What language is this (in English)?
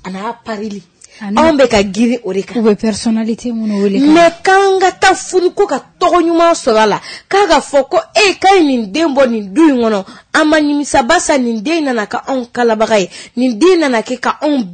Bambara